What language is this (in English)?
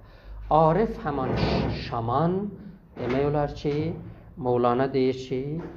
South Azerbaijani